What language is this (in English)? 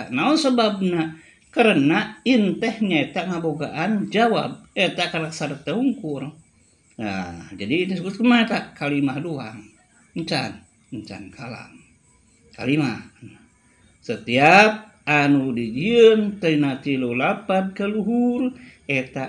Sundanese